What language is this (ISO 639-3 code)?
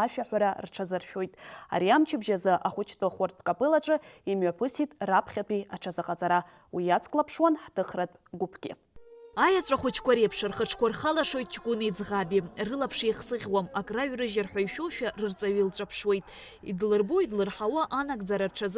abk